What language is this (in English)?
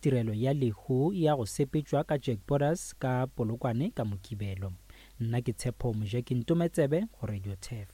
Northern Sotho